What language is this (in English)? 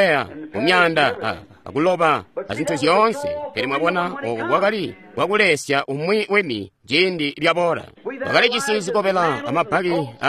Tonga (Zambia)